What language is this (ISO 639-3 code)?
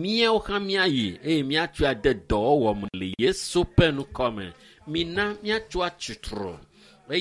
ewe